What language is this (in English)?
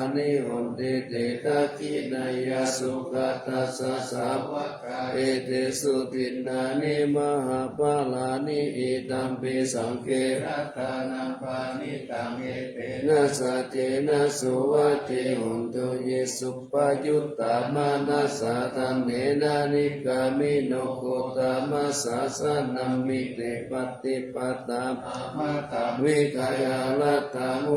Pali